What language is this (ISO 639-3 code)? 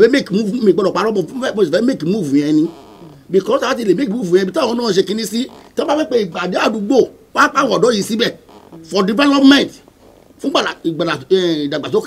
yor